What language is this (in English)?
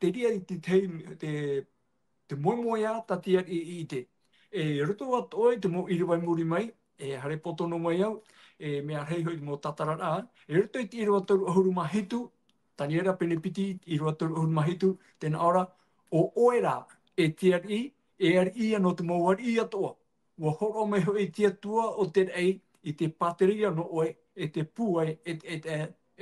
Tahitian